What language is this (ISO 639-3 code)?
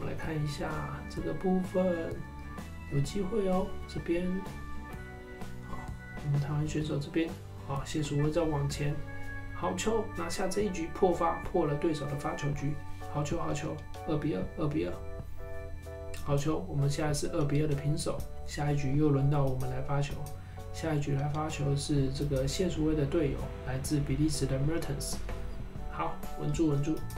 zho